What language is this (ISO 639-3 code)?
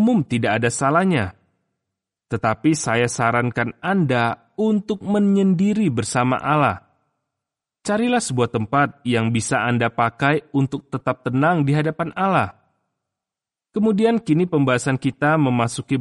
ind